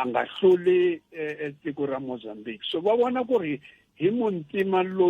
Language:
Tsonga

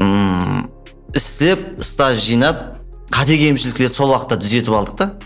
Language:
Kara-Kalpak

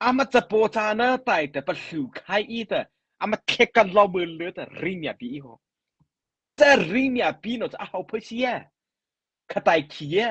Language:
Mara Chin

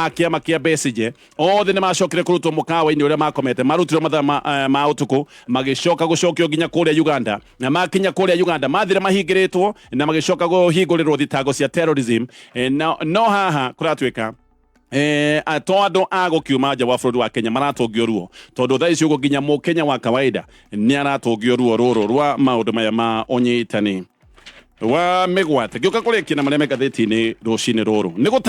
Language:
Kikuyu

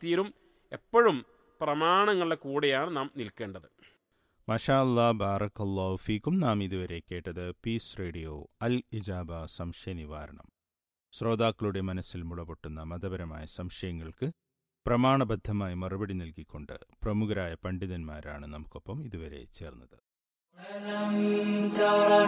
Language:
Malayalam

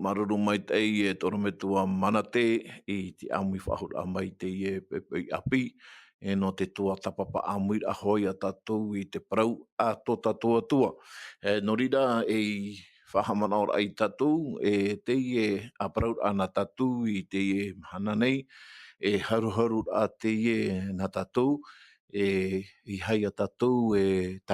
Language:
Tahitian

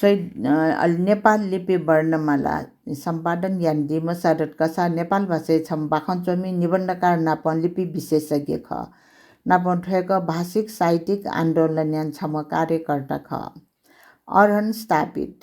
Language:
Newari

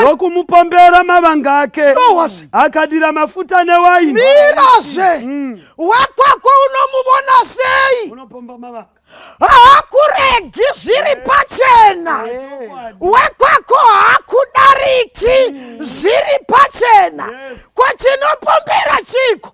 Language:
Shona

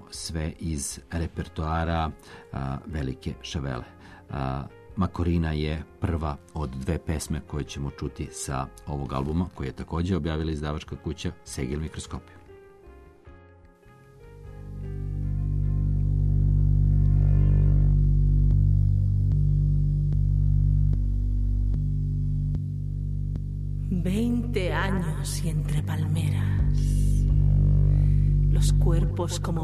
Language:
Serbian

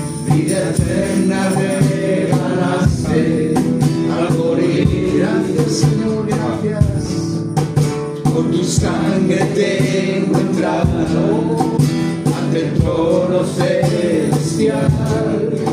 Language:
Spanish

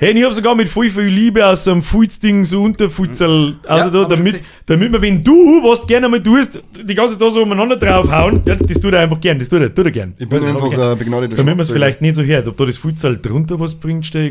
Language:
Bavarian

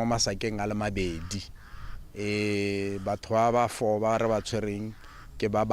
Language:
Tswana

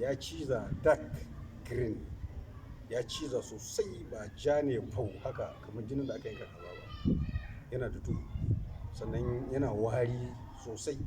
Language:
Hausa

